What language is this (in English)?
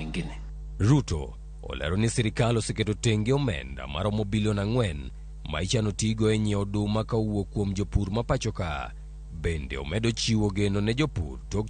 Luo (Kenya and Tanzania)